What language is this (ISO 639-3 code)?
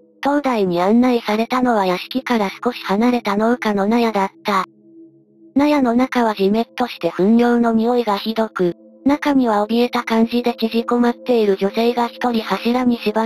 jpn